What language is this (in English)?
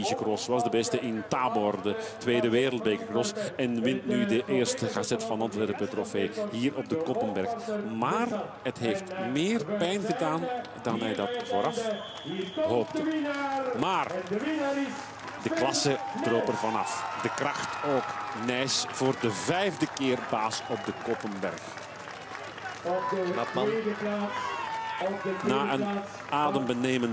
Dutch